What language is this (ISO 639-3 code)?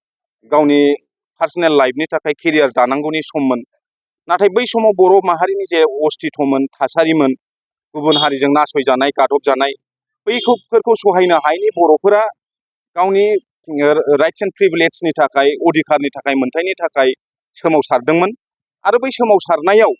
brx